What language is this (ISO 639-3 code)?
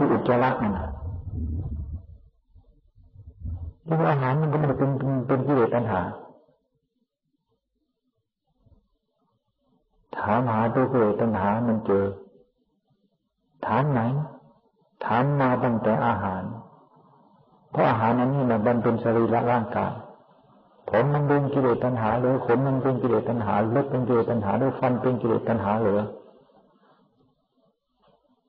tha